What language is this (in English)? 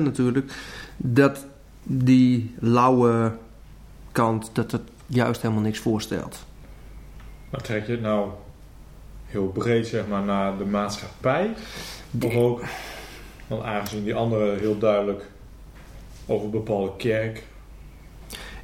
Dutch